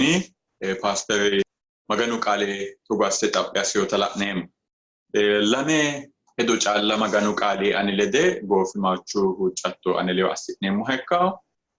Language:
Sidamo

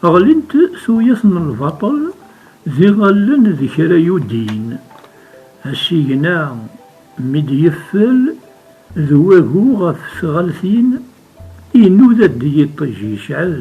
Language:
Kabyle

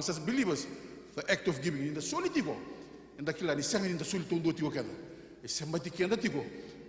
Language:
Fijian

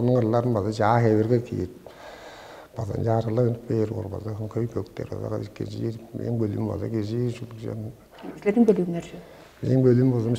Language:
Tuvinian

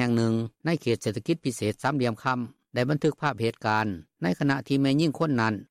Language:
Lao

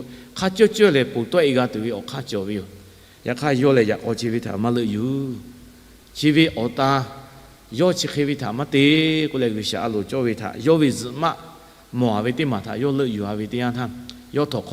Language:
Lahu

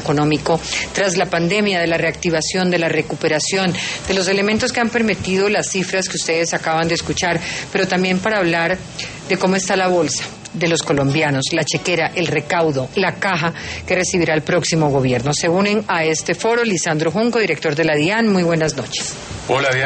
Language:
Spanish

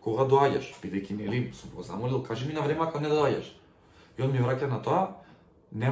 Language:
Macedonian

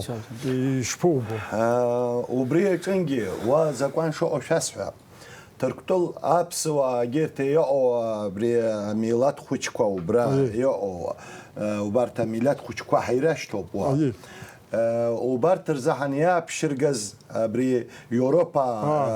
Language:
Abkhazian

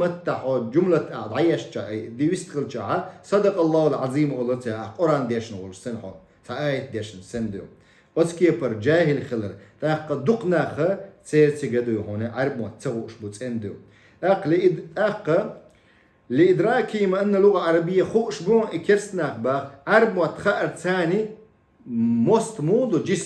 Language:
Chechen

